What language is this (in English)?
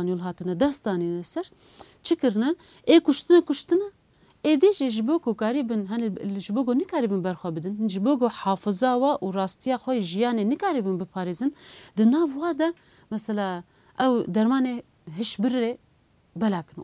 Kurdish